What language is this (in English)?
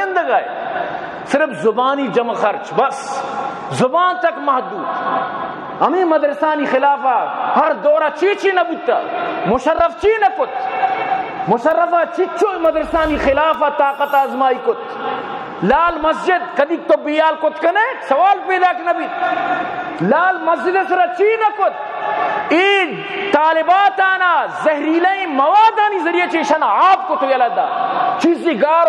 Eastern Balochi